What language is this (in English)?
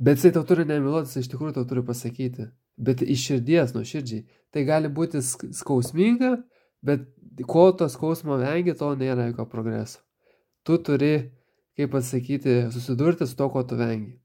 Lithuanian